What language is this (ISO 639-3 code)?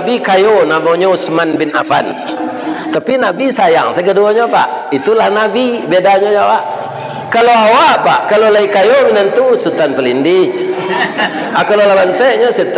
min